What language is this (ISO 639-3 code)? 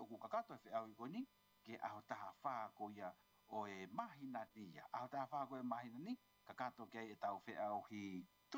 ton